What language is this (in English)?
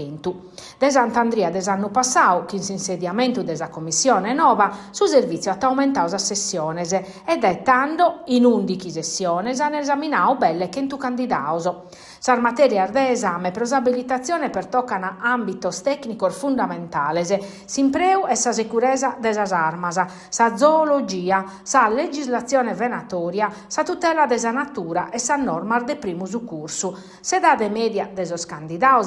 Sardinian